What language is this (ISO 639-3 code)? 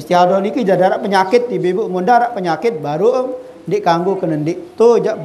sas